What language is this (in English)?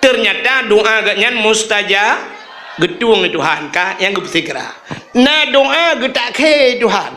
Achinese